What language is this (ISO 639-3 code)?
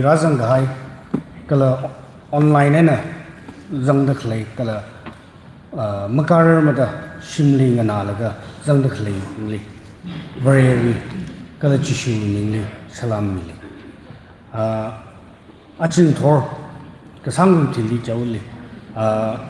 nmf